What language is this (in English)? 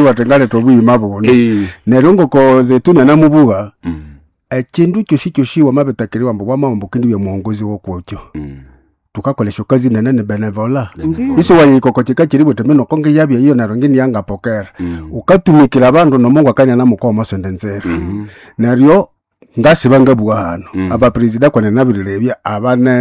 Nande